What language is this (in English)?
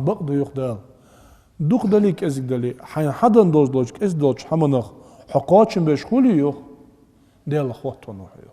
Ingush